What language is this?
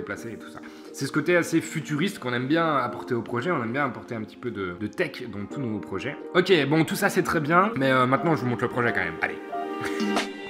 French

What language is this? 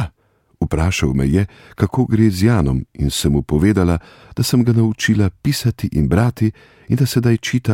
Slovenian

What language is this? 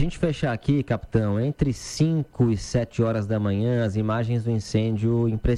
Portuguese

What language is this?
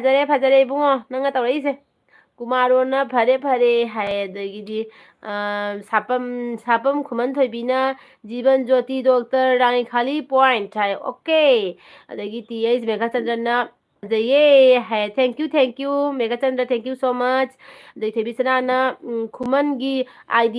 Manipuri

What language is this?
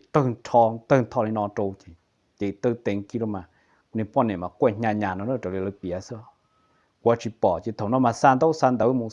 Hmong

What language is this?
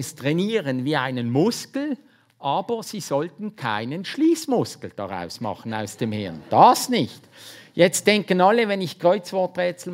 German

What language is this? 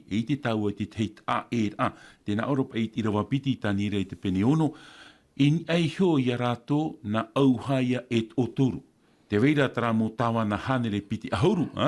Tahitian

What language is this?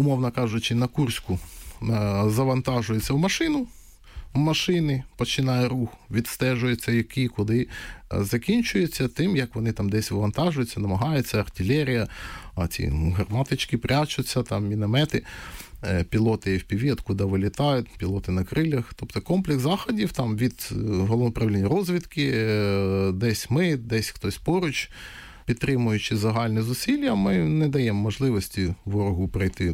Ukrainian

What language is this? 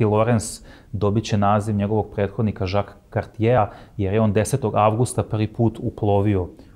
Serbian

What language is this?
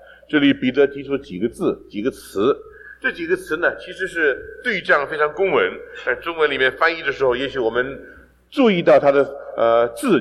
Chinese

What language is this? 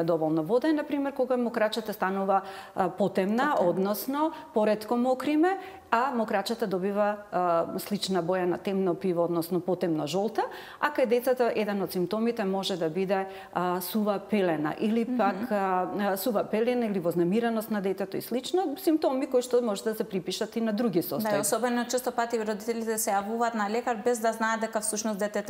Macedonian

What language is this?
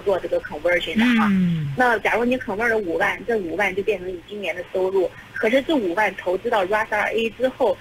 Chinese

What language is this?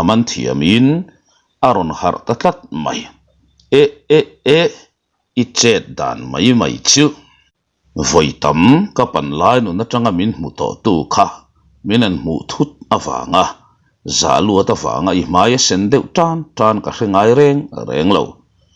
Mizo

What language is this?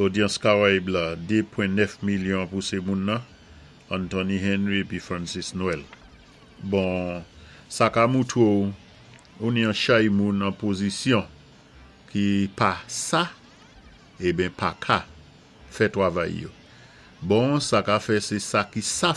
Saint Lucian Creole French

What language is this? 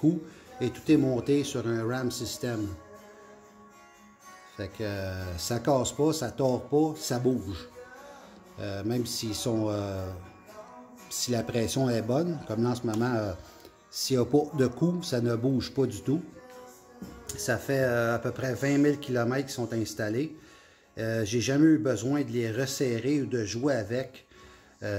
French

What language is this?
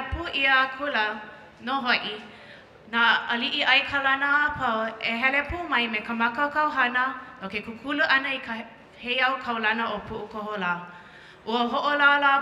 Hawaiian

